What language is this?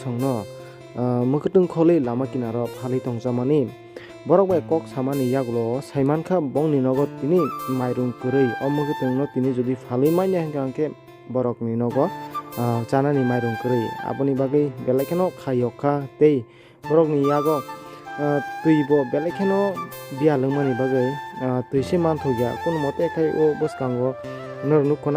Kok Borok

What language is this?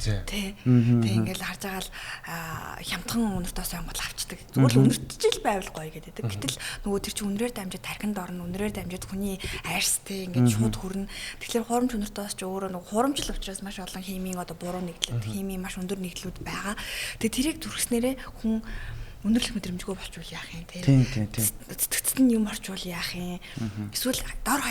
Mongolian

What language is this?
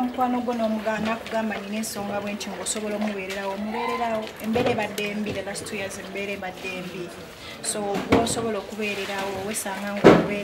Ganda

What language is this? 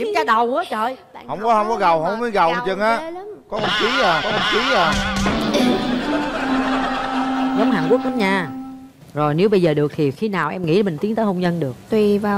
Vietnamese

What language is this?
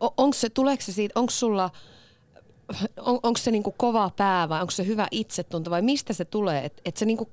Finnish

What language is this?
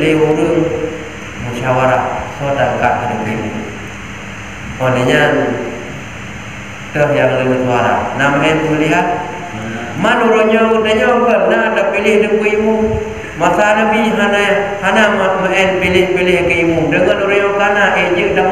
Malay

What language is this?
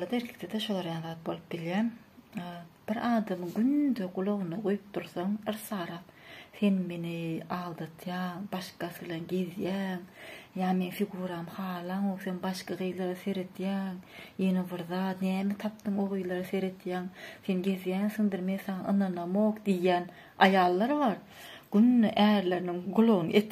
Turkmen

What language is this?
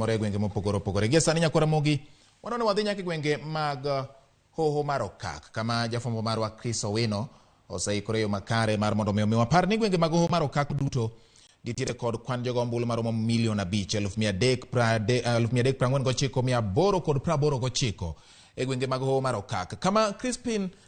Luo (Kenya and Tanzania)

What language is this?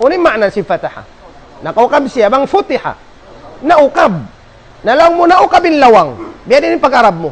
Tausug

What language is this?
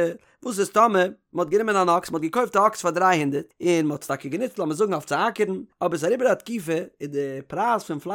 Yiddish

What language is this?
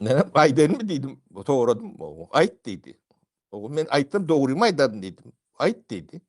Turkmen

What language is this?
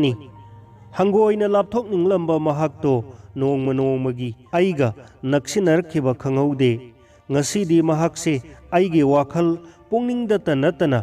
Manipuri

